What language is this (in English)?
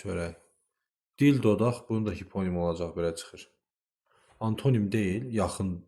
Azerbaijani